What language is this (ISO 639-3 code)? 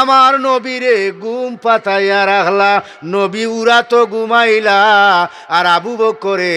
syl